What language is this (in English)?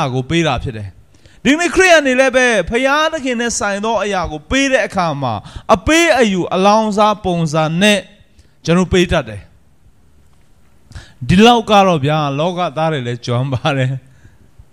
Burmese